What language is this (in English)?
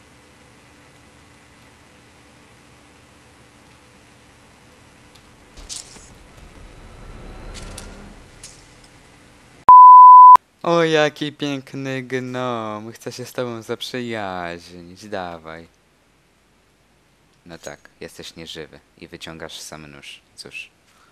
Polish